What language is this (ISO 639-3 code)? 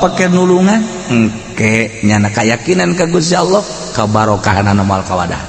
sun